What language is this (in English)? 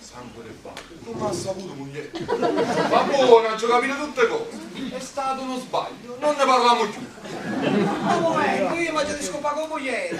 Neapolitan